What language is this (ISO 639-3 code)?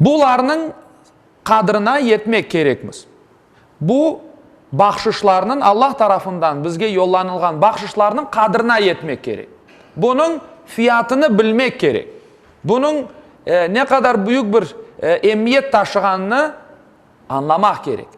crh